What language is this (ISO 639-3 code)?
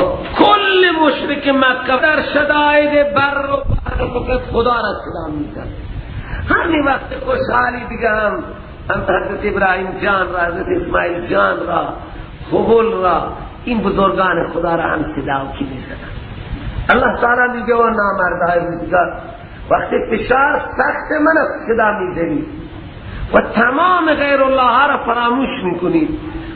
fas